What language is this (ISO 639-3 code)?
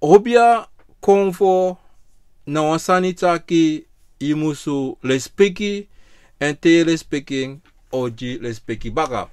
srn